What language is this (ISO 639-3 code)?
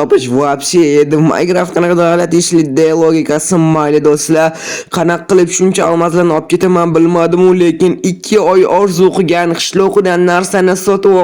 uzb